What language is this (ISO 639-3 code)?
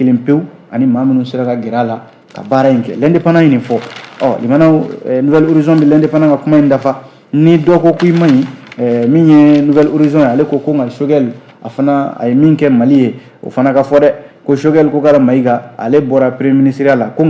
bam